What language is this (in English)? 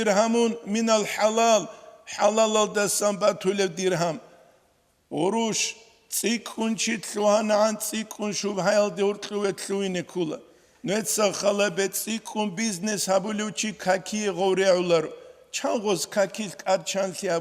Avaric